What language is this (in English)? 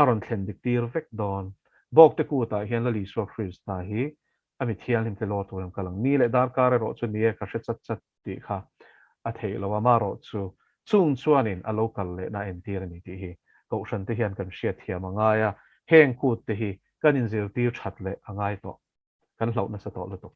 Mizo